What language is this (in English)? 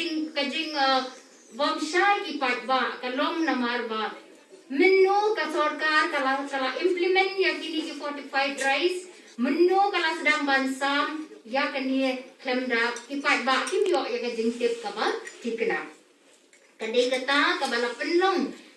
Khasi